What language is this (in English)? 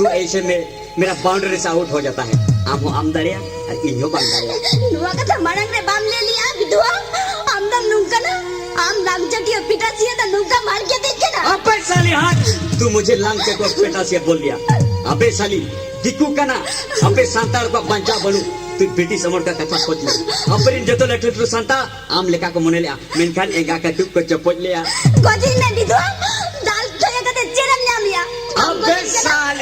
Santali